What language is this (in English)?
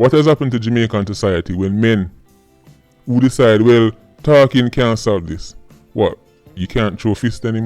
Jamaican Creole English